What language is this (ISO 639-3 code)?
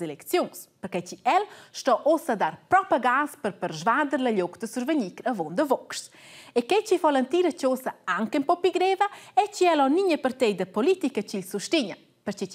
roh